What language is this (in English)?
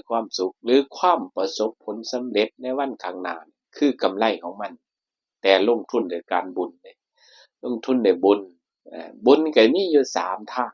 Northeastern Thai